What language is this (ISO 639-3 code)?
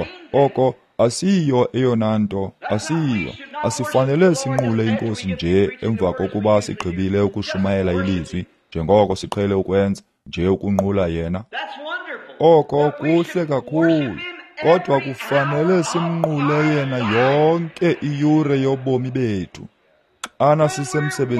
xho